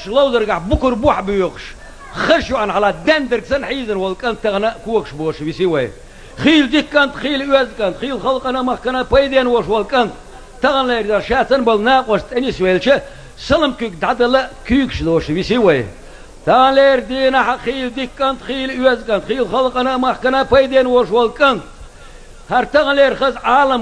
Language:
Chechen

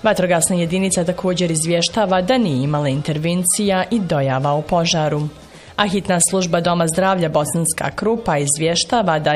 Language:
Bosnian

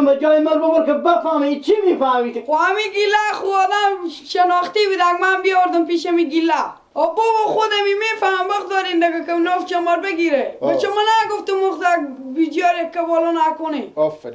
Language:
Persian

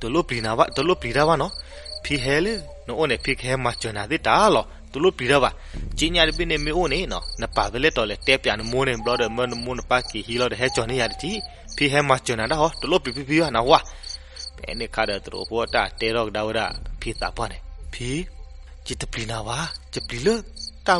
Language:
S'gaw Karen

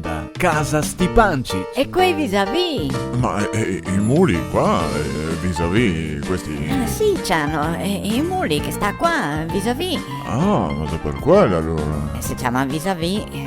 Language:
Venetian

